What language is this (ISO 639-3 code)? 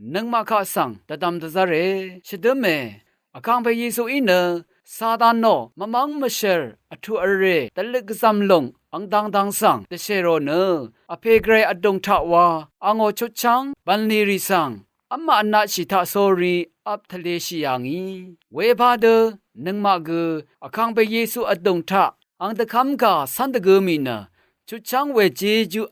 raw